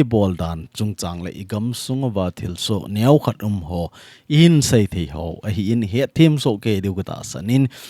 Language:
Thado Chin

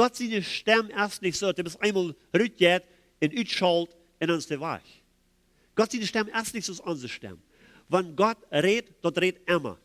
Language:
Plautdietsch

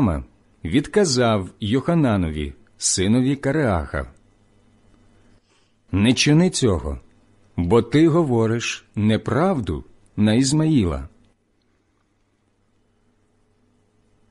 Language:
Ukrainian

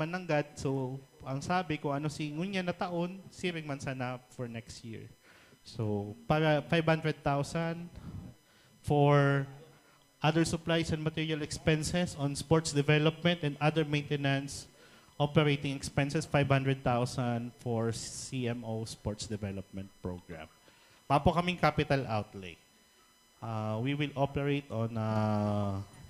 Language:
Bikol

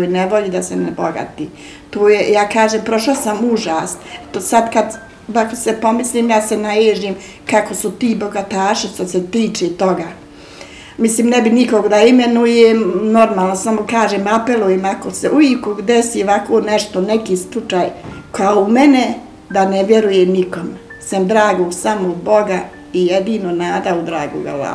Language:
Bosnian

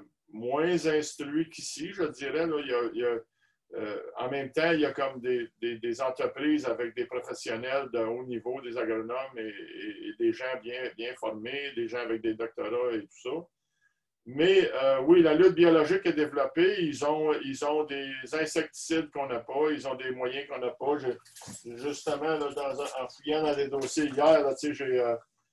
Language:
French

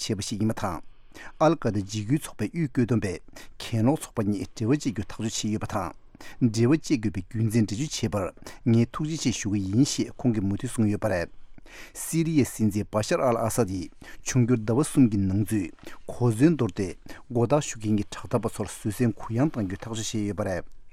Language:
Tibetan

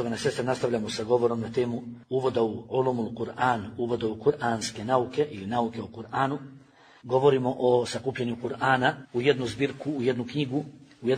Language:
Bosnian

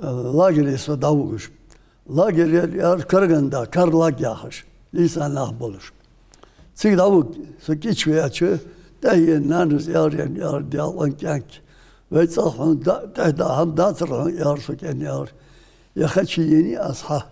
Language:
Ingush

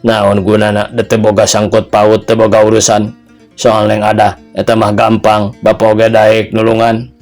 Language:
Sundanese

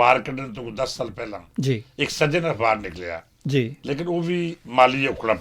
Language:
Western Panjabi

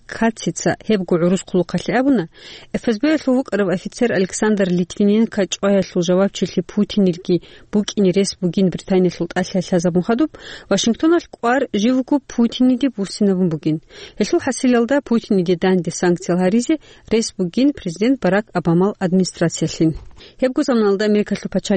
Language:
Avaric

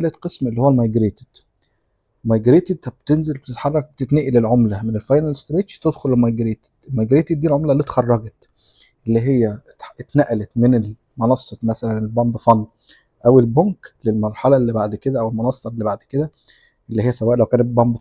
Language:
Egyptian Arabic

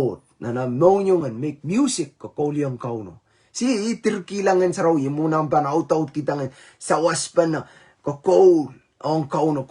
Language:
Pohnpeian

